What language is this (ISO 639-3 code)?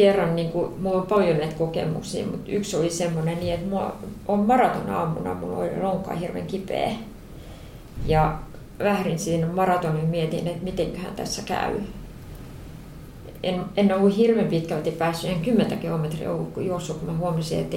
fin